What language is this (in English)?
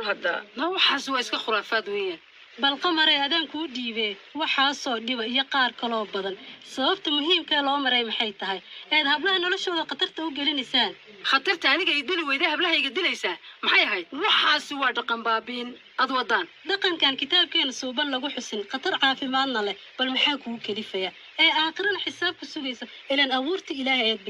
Somali